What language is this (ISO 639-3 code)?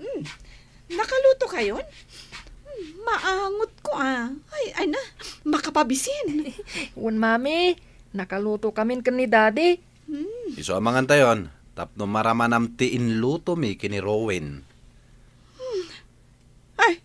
ilo